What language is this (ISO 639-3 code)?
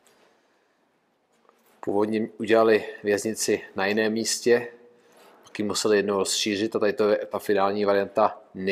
ces